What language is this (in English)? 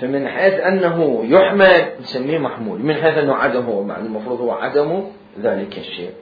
Mesopotamian Arabic